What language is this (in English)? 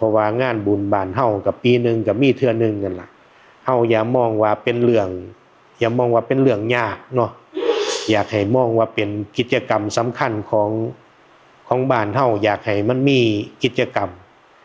Northeastern Thai